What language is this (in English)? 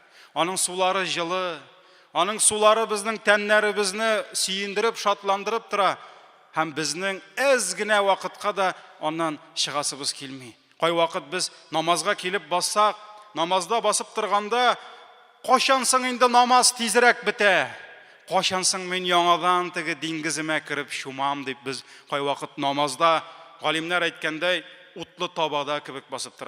Tatar